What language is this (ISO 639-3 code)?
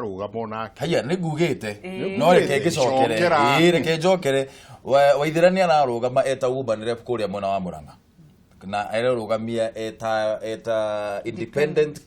kik